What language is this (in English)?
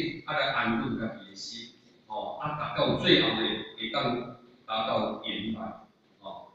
Min Nan Chinese